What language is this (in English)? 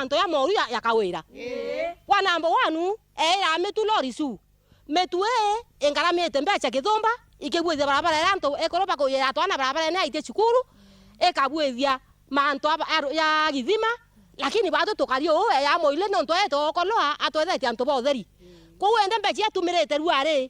Meru